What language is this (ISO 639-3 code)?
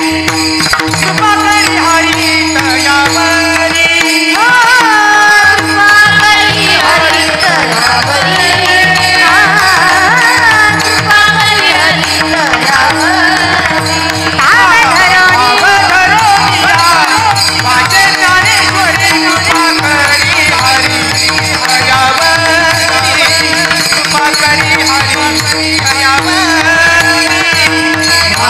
mar